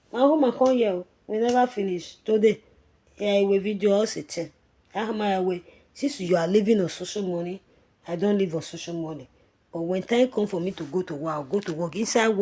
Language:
Nigerian Pidgin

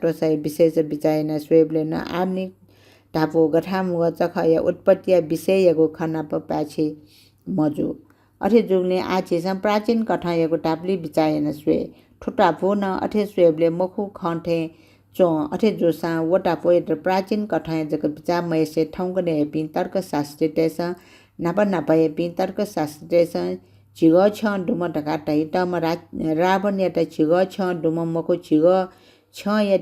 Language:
Newari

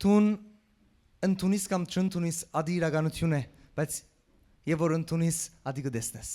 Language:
Western Armenian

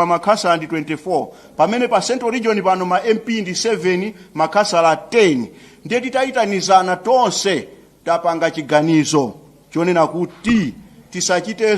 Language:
Nyanja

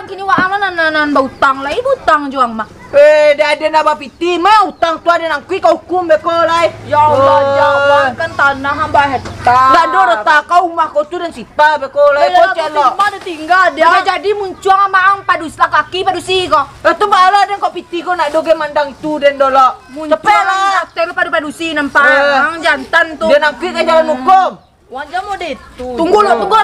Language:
Minangkabau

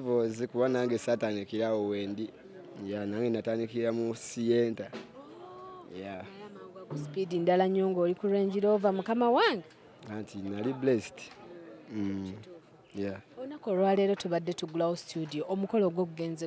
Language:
Ganda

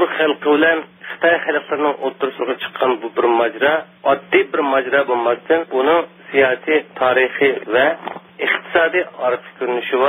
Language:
Uyghur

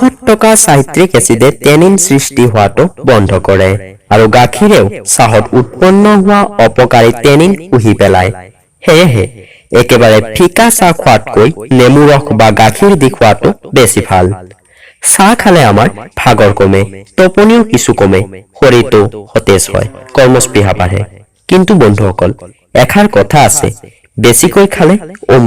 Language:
Assamese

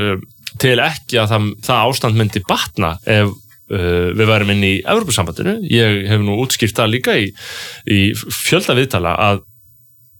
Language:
Icelandic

